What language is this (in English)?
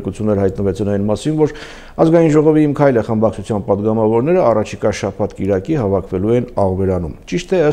Armenian